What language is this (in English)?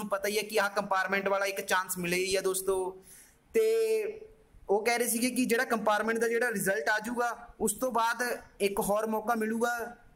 Punjabi